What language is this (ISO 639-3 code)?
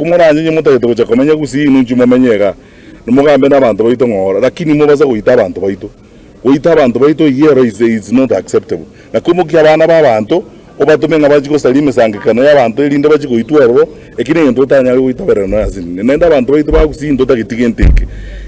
guz